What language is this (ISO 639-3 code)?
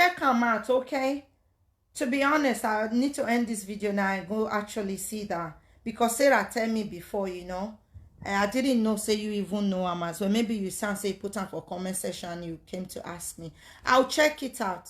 pcm